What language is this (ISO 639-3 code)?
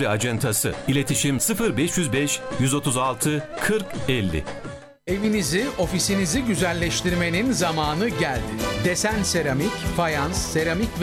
tur